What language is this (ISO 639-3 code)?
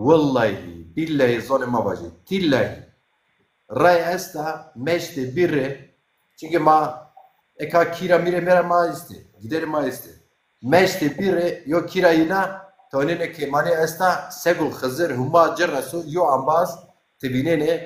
zza